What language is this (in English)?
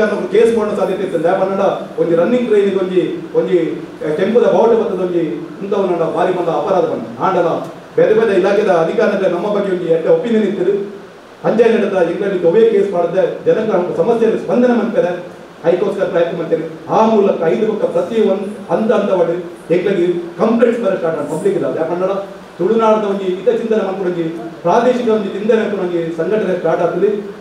Tulu